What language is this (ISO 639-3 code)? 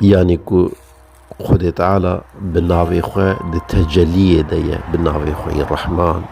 kur